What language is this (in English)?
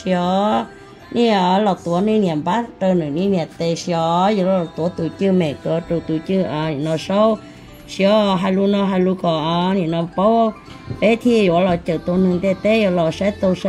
Hmong